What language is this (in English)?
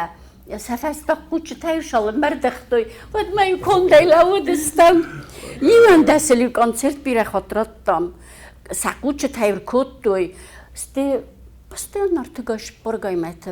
Ossetic